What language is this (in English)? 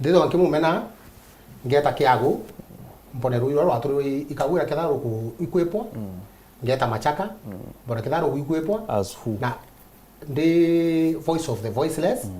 Meru